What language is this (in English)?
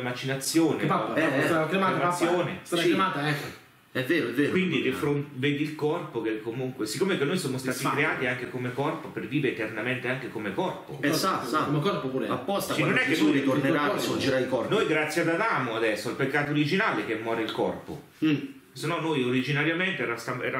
Italian